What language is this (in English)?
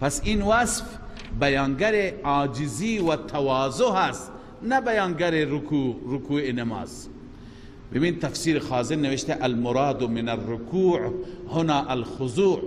Persian